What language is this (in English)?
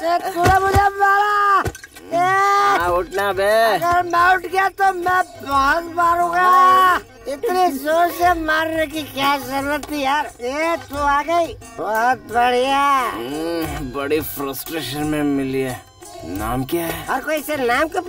Hindi